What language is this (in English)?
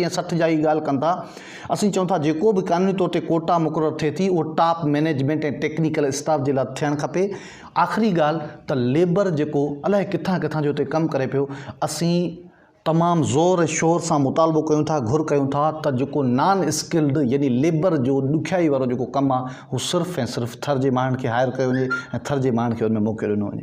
Sindhi